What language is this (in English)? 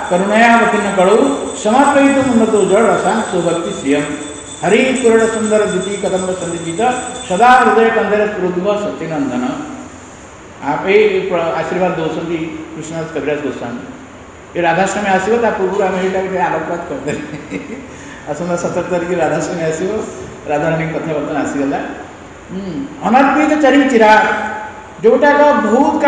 Odia